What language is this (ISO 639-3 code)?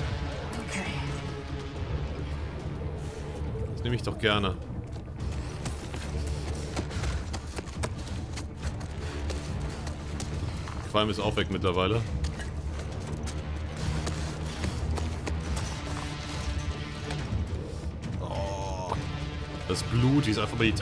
deu